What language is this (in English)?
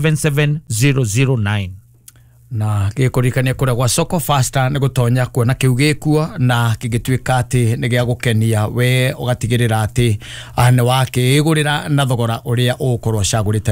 Kikuyu